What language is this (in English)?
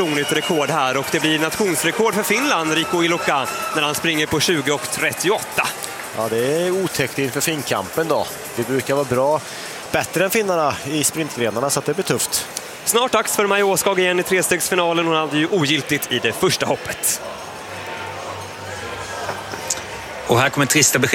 Swedish